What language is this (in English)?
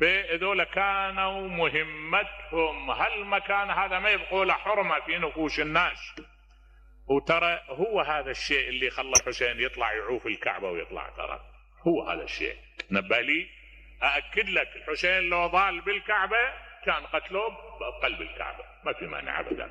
Mesopotamian Arabic